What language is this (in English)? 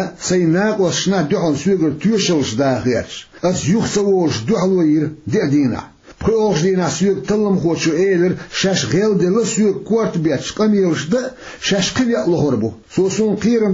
Chechen